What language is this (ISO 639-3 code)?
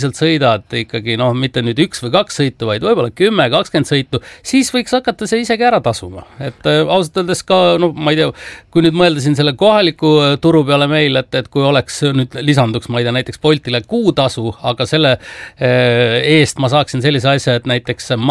est